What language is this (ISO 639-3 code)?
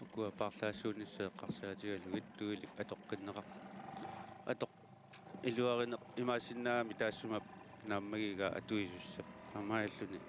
kal